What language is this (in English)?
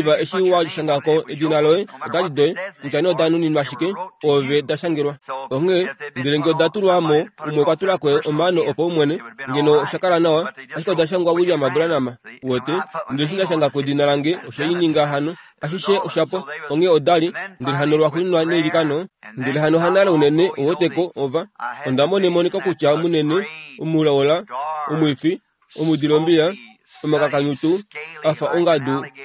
Kuanyama